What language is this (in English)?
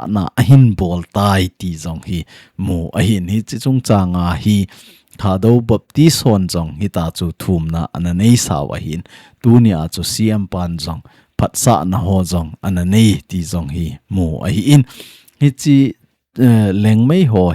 Thado Chin